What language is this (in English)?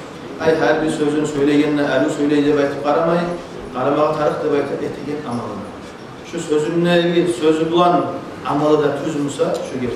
Kumyk